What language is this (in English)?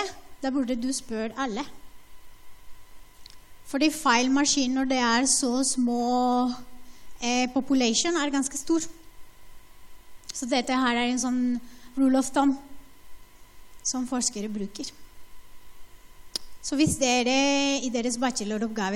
Norwegian